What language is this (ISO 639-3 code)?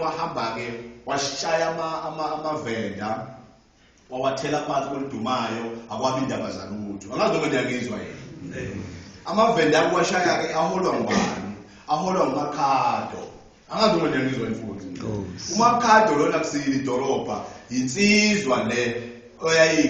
zul